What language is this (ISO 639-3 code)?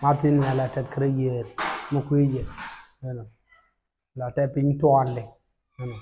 nus